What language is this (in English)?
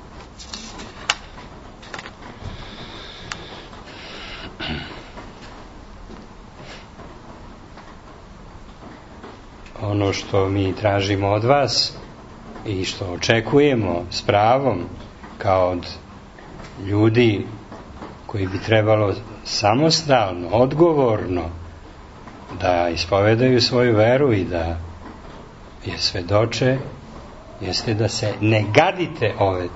Serbian